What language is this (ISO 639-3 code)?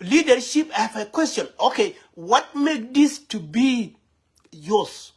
nus